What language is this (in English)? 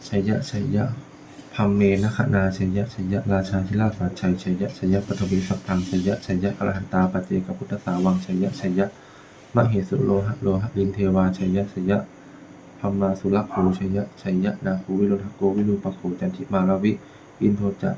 Pali